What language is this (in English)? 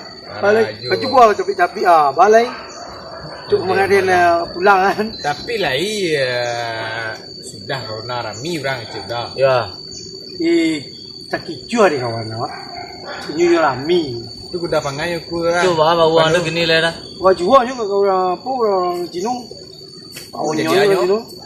Minangkabau